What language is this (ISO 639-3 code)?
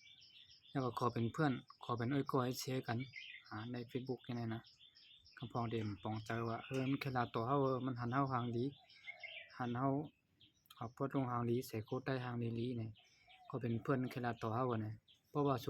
shn